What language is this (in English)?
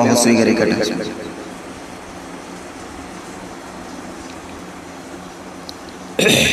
Malayalam